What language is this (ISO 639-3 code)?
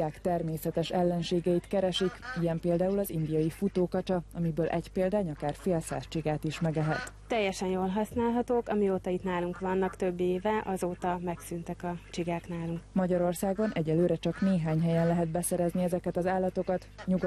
hun